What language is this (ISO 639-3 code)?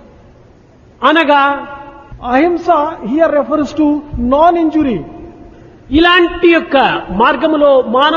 tel